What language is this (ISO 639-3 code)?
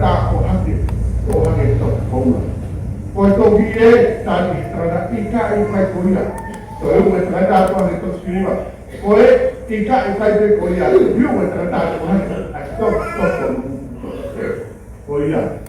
ton